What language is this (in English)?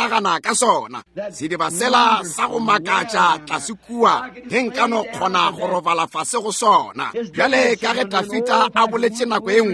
Northern Sotho